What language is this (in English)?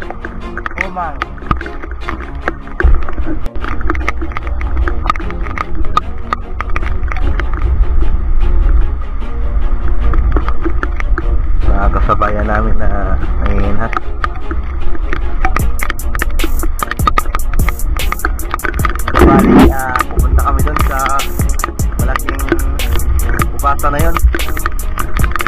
Filipino